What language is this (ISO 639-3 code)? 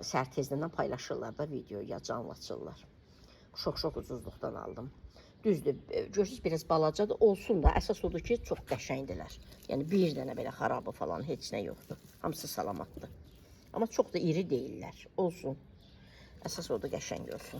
aze